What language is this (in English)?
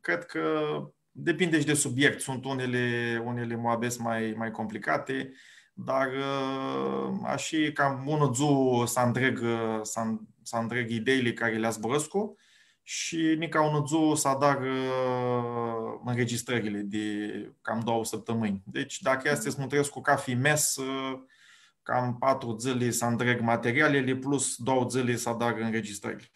Aromanian